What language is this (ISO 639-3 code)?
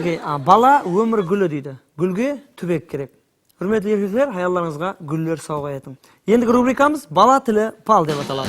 kaa